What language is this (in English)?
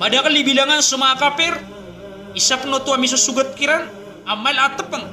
Maranao